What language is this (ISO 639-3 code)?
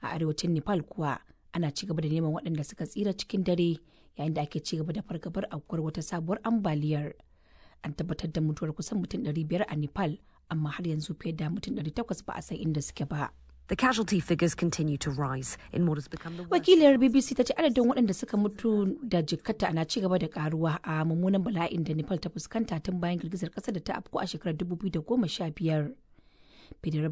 hau